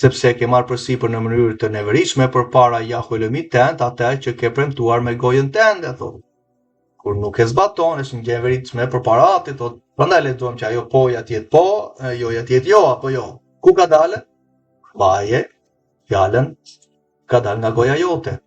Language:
Albanian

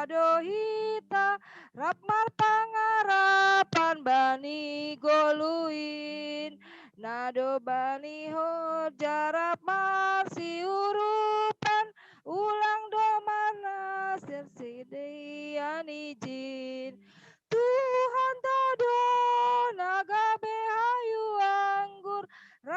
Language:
Batak Simalungun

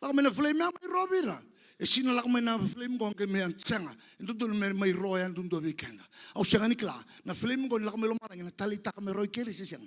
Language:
Fijian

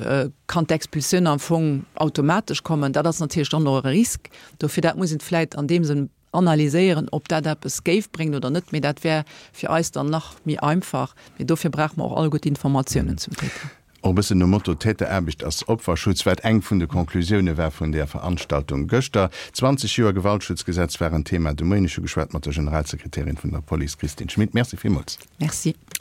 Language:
Luxembourgish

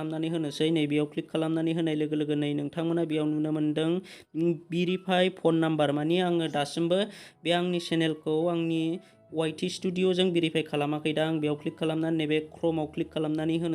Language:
Bodo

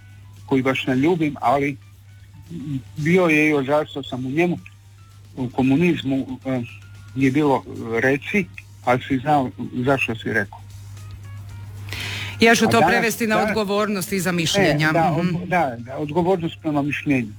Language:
Croatian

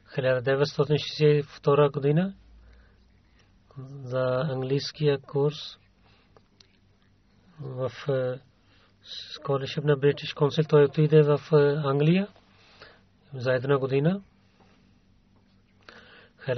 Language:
Bulgarian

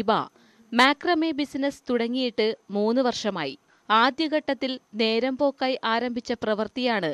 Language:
Malayalam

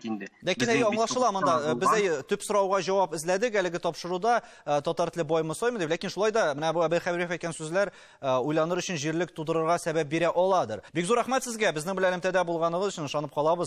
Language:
Tatar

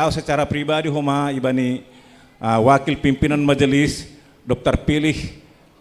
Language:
Batak Simalungun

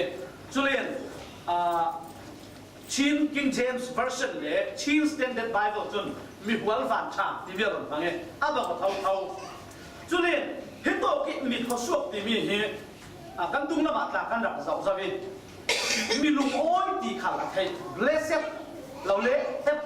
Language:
Falam Chin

